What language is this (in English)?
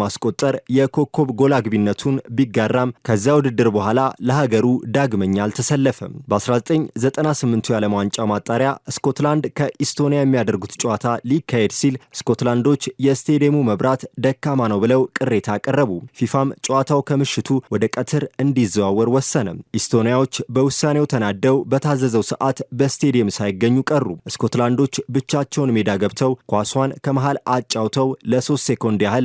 Amharic